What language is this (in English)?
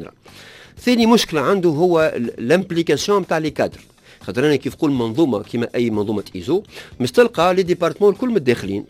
Tunisian Arabic